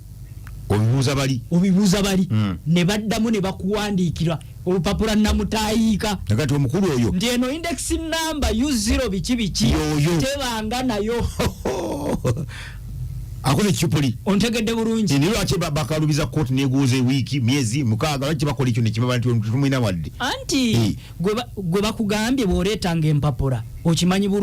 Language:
Ganda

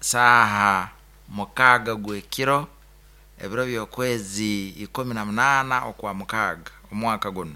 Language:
Nyankole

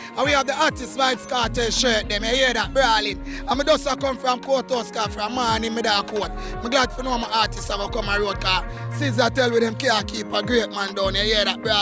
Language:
Jamaican Creole English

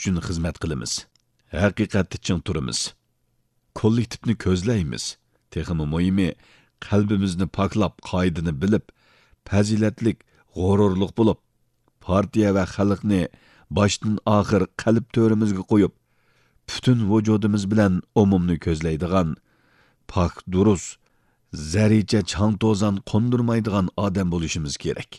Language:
Uyghur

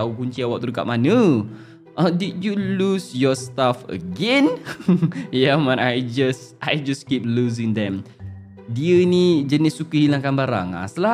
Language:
Malay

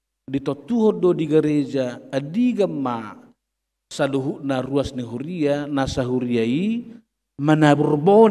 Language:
Batak Toba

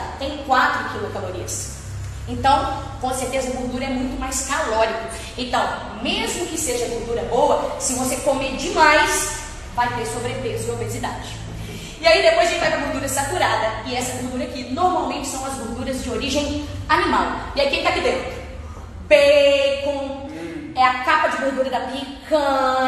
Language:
Portuguese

